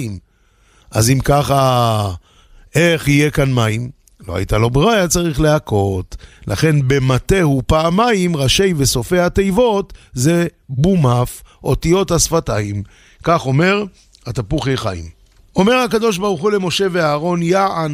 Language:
Hebrew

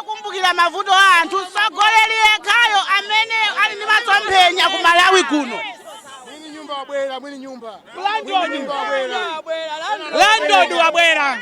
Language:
Nyanja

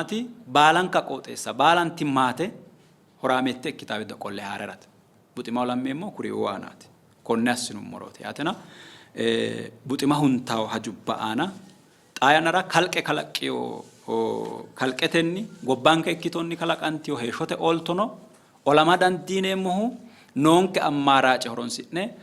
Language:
Sidamo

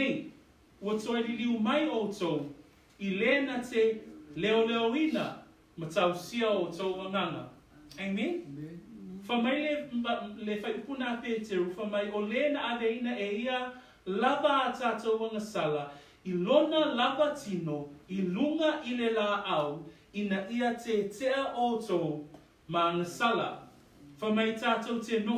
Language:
Samoan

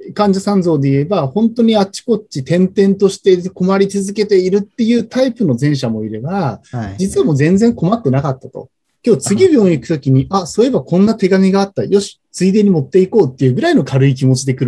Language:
Japanese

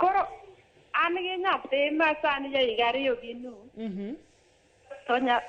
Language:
Luo (Kenya and Tanzania)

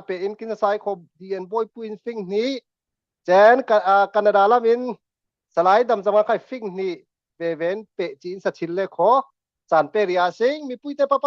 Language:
Falam Chin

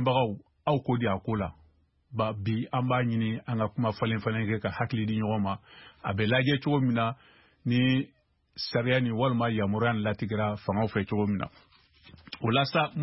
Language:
Bambara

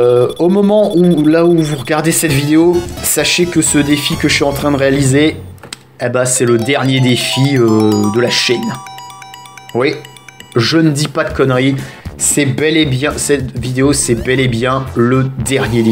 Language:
French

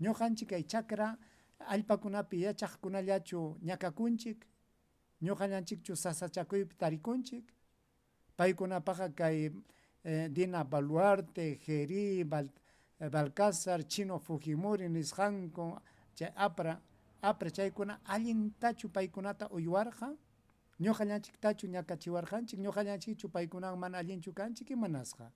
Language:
Ayacucho Quechua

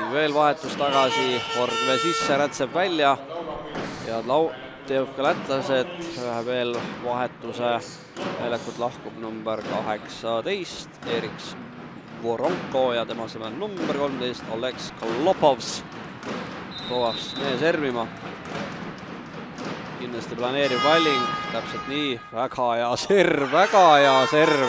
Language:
Estonian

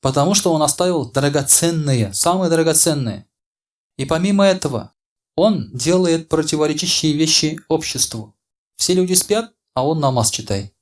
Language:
Tatar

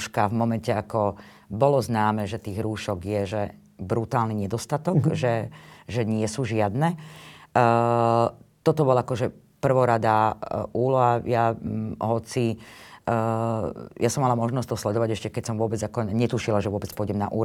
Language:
Slovak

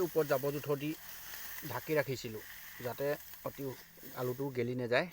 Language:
Assamese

